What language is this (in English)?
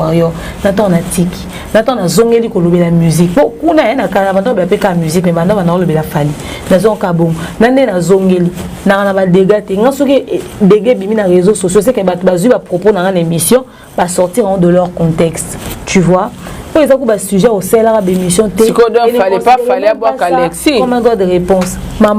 Lingala